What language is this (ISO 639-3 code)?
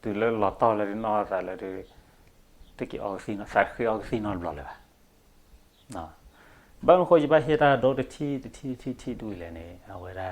ksw